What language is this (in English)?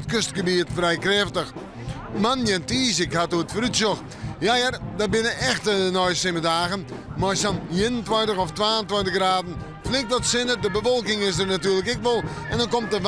Western Frisian